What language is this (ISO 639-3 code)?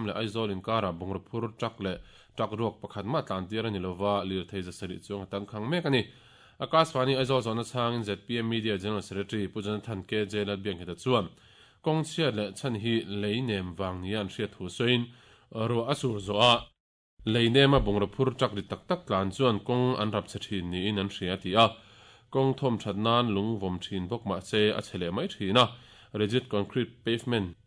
lus